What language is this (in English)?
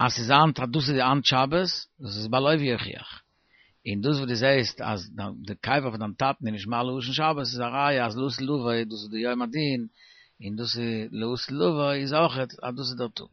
Yiddish